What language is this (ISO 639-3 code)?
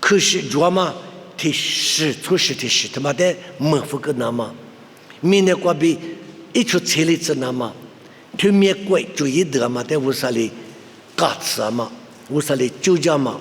lis